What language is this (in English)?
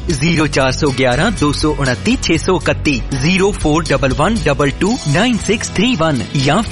Punjabi